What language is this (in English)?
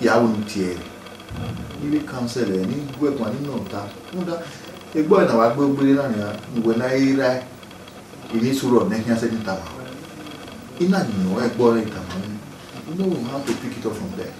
Bini